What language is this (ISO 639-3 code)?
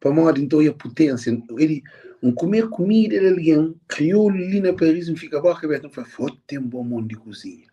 kea